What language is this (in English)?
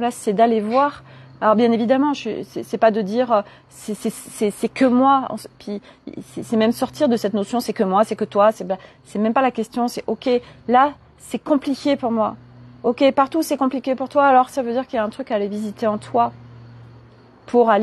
French